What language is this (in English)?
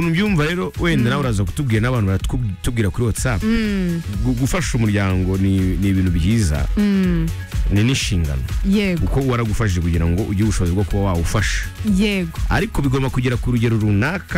Kinyarwanda